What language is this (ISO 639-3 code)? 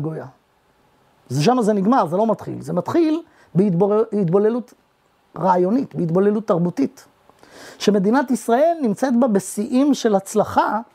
heb